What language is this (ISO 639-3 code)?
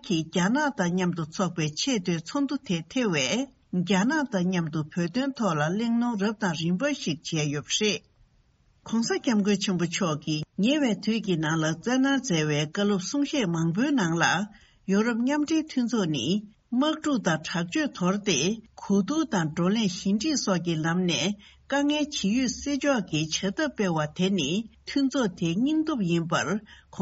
bod